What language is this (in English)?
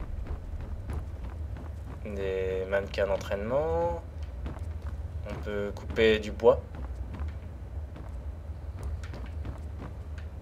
French